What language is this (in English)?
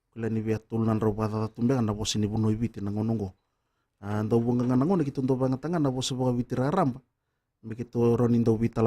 Fijian